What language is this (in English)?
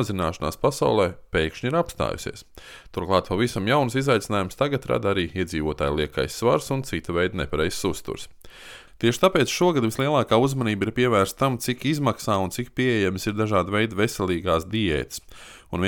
Latvian